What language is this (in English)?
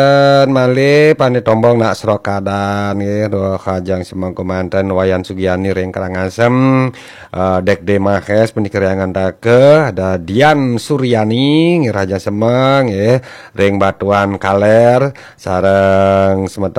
Balinese